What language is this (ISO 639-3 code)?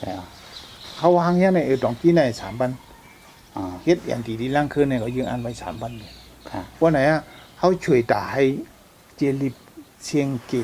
shn